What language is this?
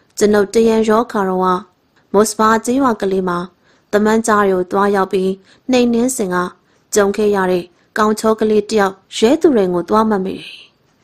Burmese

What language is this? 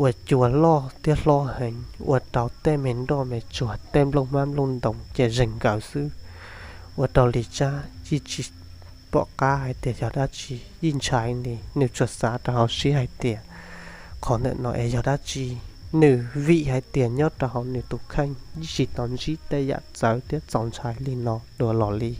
Hmong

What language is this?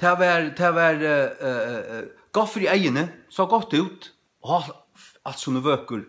Faroese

